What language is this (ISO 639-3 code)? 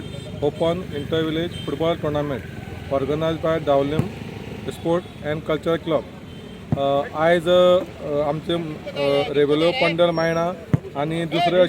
kok